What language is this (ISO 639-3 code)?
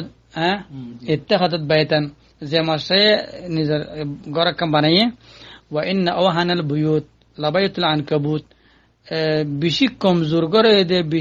rhg